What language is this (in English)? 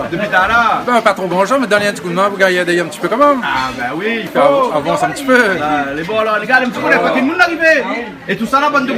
Réunion Creole French